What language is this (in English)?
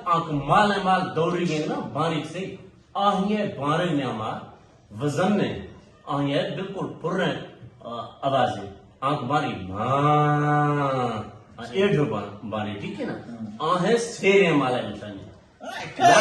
Eastern Balochi